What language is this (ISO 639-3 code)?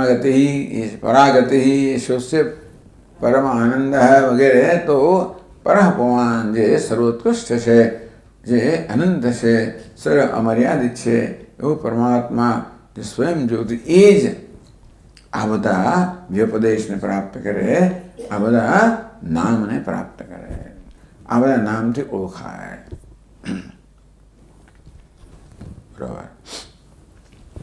guj